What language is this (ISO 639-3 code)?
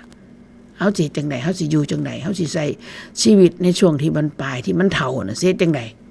tts